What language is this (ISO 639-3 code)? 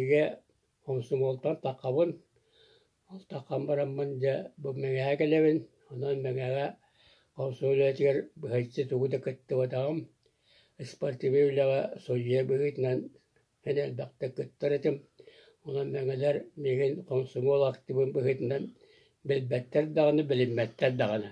sah